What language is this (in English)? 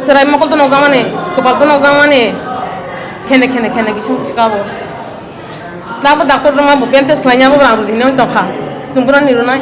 Kok Borok